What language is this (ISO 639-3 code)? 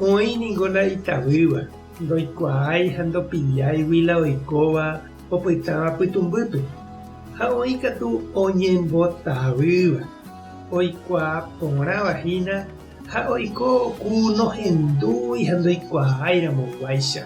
grn